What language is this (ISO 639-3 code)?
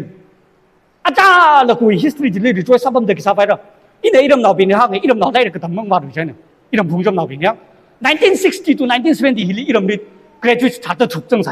nmf